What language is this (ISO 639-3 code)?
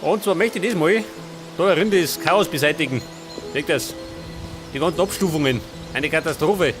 bar